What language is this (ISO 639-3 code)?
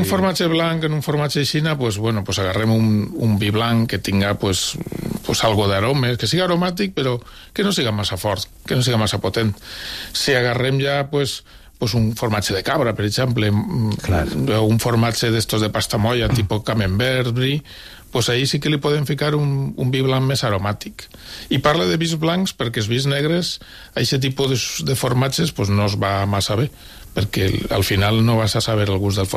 cat